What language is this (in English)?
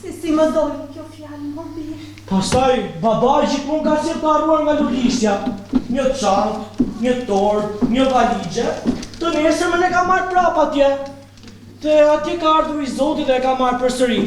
Albanian